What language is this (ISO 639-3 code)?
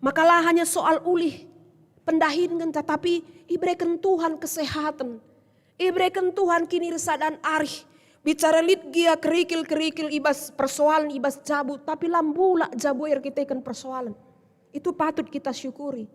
btx